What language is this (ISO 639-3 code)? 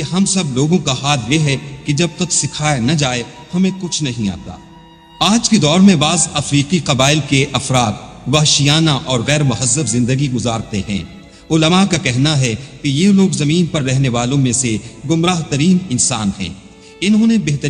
urd